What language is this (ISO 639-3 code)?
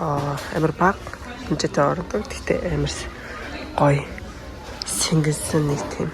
mon